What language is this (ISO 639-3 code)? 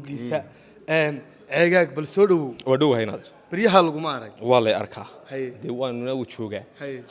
som